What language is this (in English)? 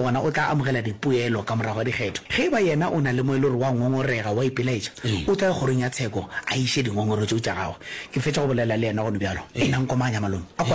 Northern Sotho